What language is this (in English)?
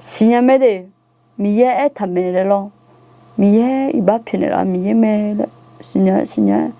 Akha